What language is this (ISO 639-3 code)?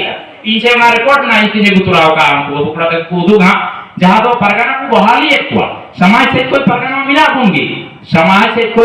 sat